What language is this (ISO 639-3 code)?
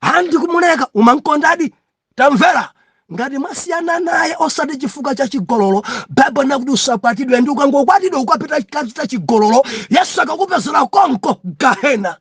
nya